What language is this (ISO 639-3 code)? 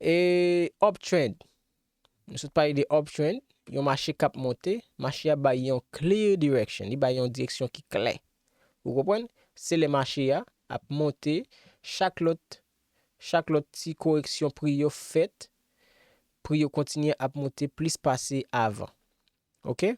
hat